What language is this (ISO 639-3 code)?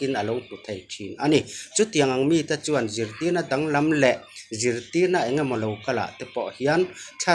lus